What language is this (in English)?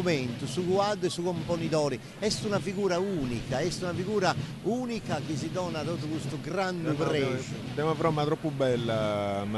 Sardinian